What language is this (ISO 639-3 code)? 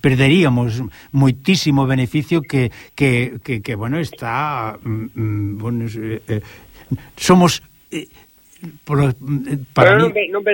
glg